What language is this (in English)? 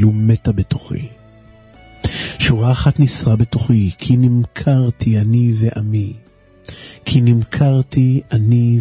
Hebrew